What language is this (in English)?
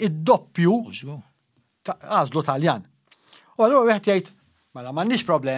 Maltese